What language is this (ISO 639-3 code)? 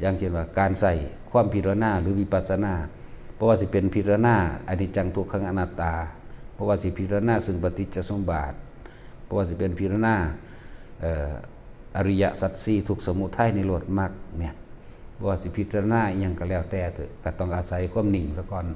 tts